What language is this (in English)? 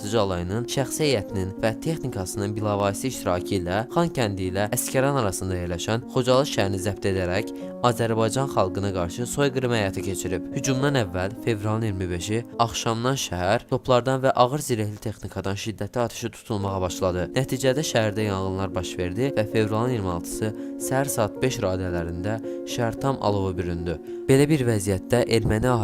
Azerbaijani